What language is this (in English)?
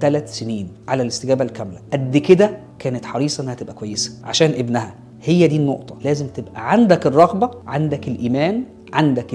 Egyptian Arabic